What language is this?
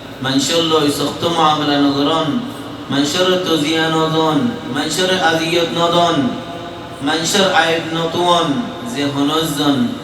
Rohingya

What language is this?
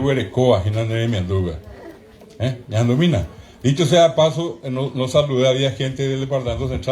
Guarani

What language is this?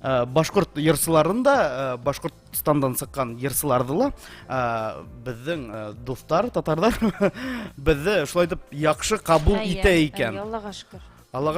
Bashkir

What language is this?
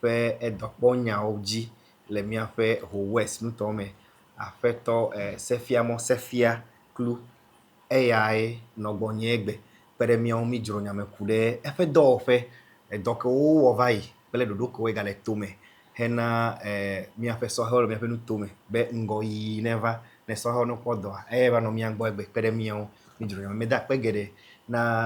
Ewe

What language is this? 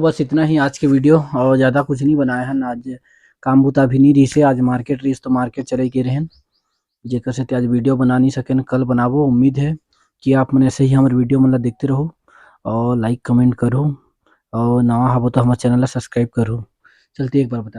Chhattisgarhi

